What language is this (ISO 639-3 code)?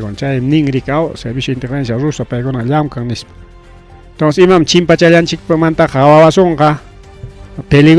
quy